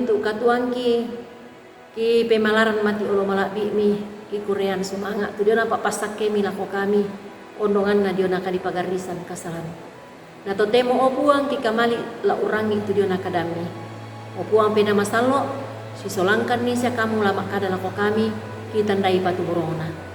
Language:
Toraja-Sa'dan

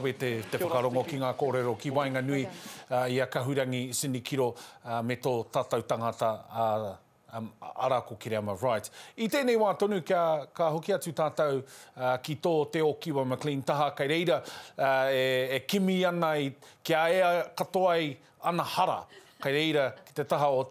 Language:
Māori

